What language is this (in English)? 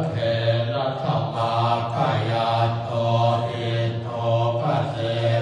Pali